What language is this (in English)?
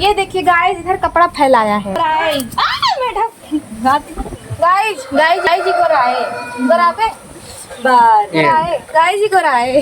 Awadhi